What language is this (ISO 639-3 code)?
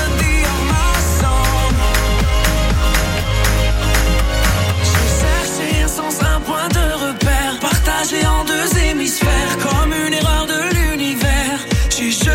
fra